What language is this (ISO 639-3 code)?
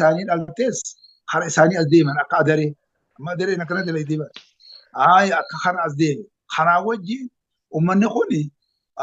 orm